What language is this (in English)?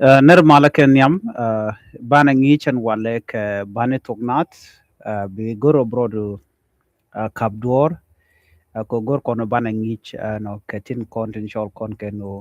Nuer